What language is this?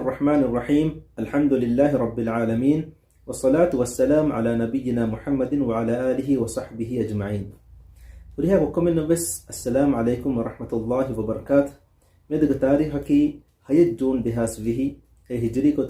Divehi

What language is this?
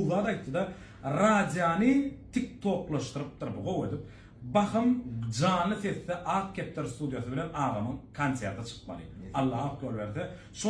Turkmen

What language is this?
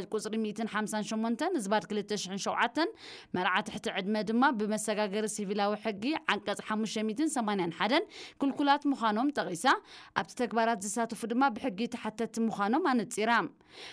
Tigrinya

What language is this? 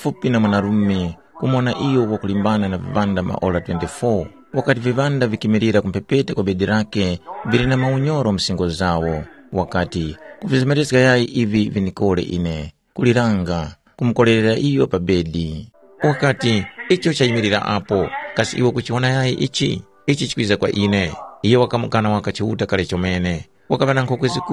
Tumbuka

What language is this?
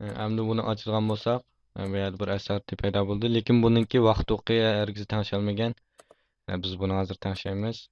Uyghur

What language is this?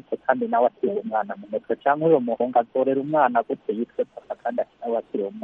Kinyarwanda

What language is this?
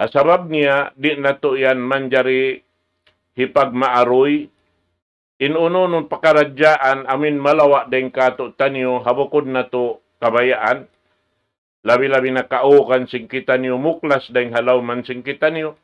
Tausug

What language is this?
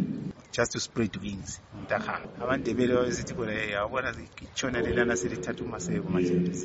North Ndebele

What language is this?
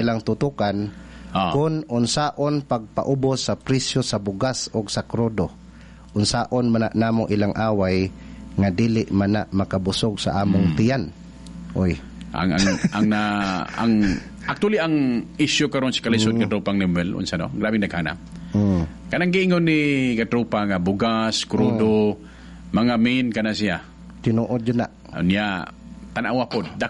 Cebuano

